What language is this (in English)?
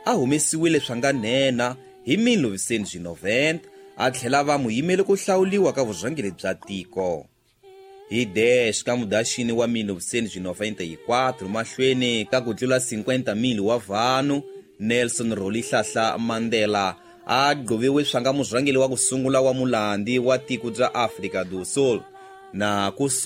Tsonga